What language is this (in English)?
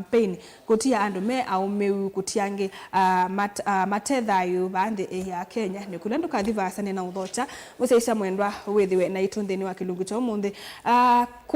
Kamba